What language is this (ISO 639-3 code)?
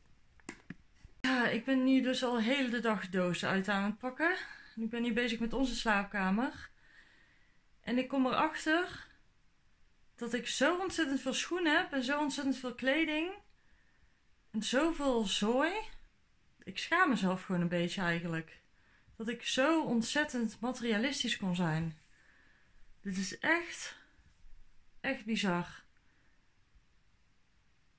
nld